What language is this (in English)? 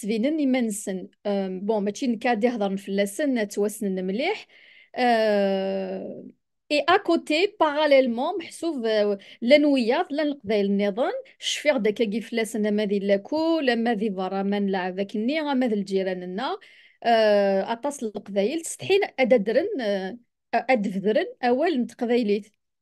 Kabyle